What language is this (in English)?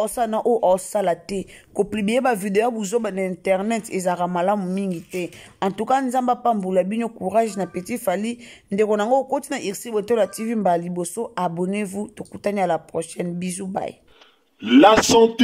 Lingala